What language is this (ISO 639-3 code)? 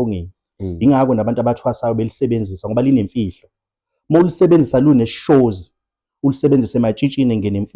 zul